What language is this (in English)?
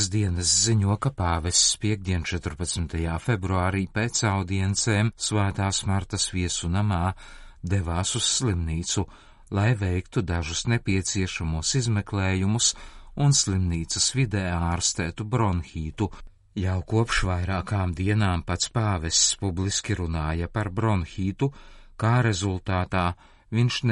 Latvian